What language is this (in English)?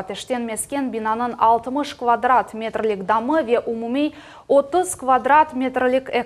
Crimean Tatar